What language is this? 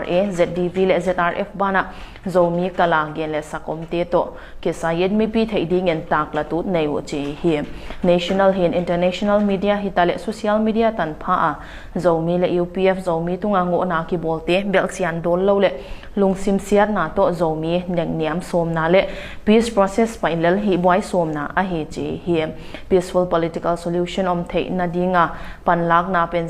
Tedim Chin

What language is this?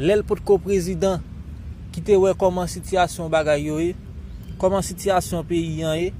Haitian Creole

